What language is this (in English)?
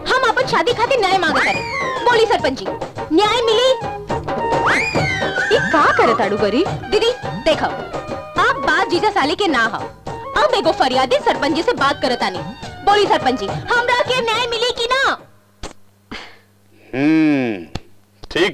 Bhojpuri